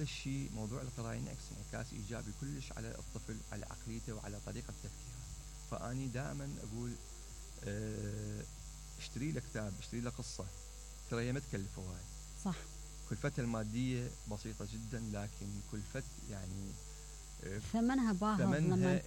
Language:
Mesopotamian Arabic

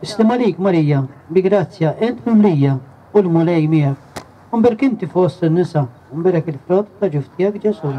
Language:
Maltese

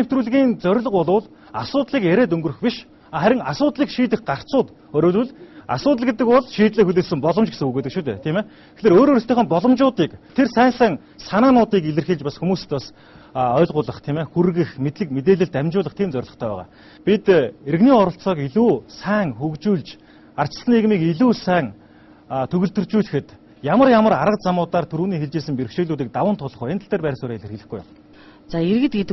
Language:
Mongolian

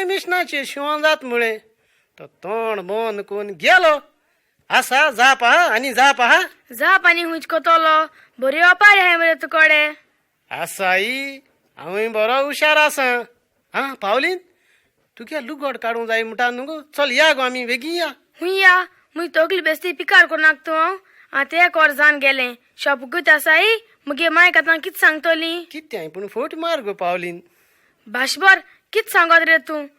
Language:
Konkani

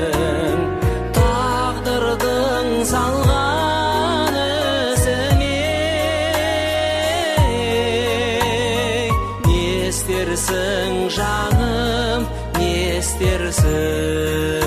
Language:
Kazakh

